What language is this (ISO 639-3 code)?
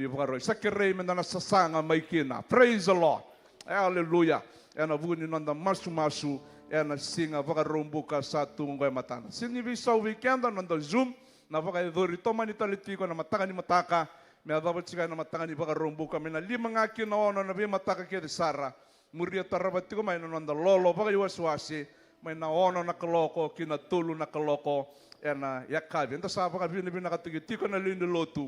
fij